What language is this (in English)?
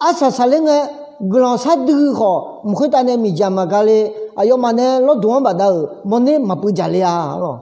Akha